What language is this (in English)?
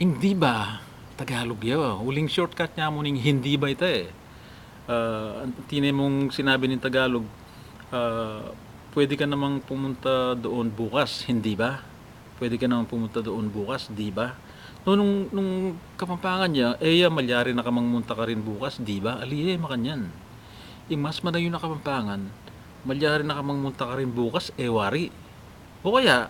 Pampanga